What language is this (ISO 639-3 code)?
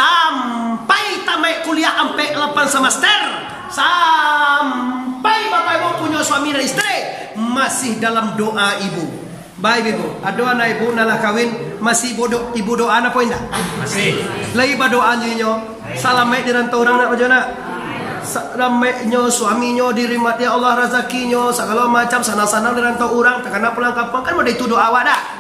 min